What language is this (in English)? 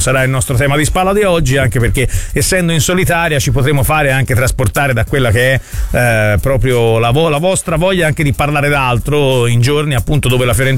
Italian